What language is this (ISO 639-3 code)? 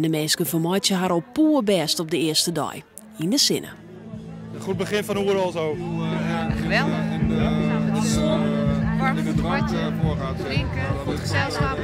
fry